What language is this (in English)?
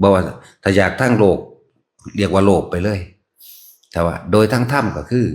Northeastern Thai